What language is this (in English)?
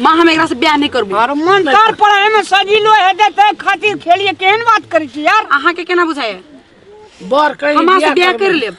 Maithili